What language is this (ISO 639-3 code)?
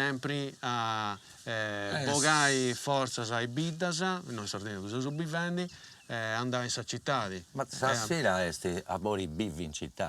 srd